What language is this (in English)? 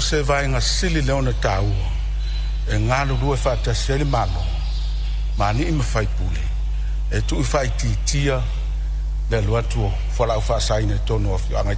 Samoan